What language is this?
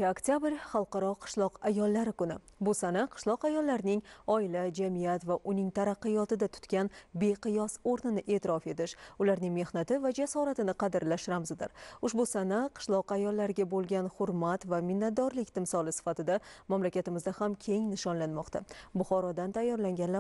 Uzbek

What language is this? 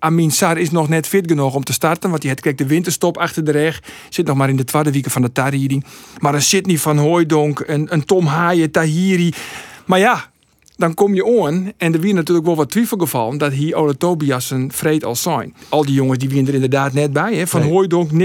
Western Frisian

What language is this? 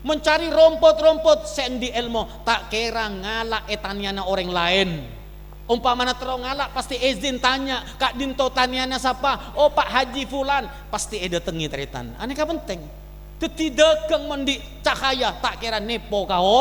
Madurese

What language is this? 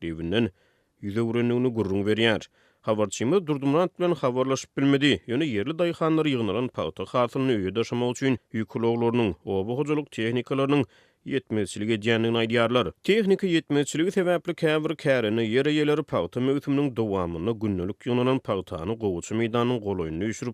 Turkmen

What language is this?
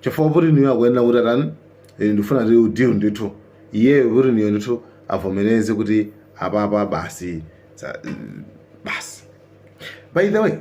Nyanja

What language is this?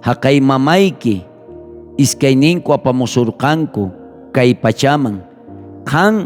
South Bolivian Quechua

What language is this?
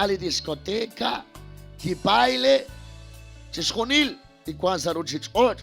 Kekchí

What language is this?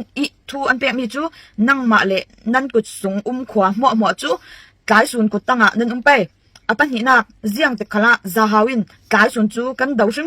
Falam Chin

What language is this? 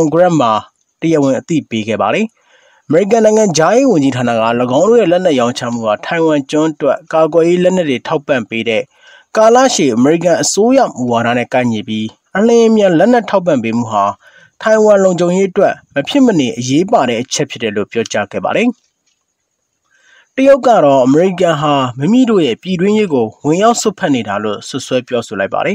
Burmese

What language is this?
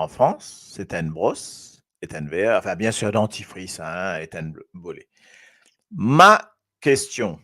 Morisyen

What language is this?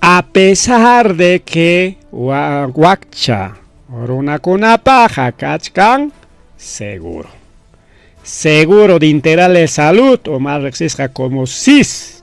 Ayacucho Quechua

